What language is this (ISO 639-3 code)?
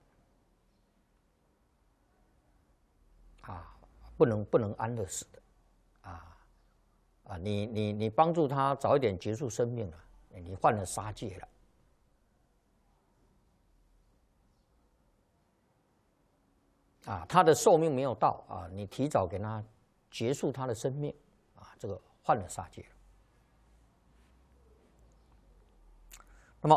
zho